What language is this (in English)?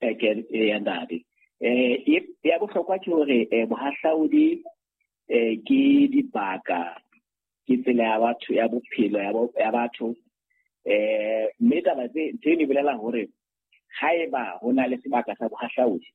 Southern Sotho